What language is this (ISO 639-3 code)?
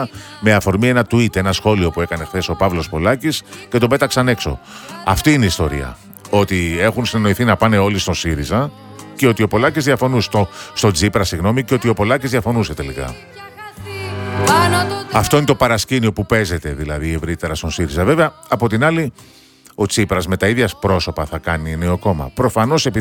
ell